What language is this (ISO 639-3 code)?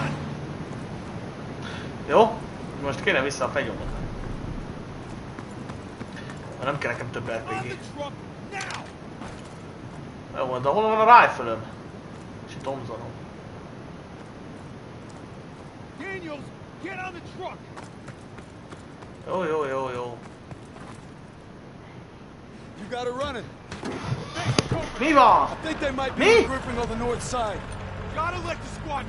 hun